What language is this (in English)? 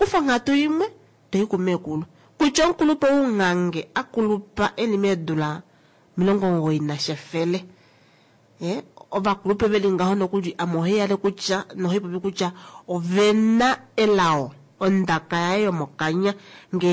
Kuanyama